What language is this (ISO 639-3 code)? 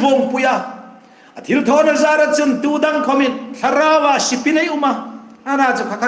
hmr